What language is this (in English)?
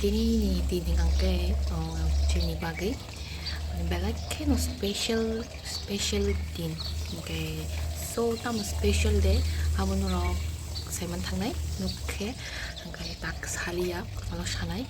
Kok Borok